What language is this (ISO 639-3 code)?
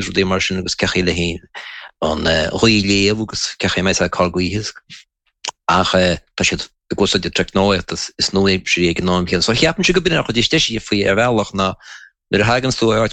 gle